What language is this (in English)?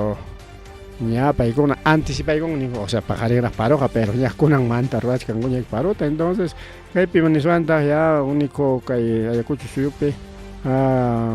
Ayacucho Quechua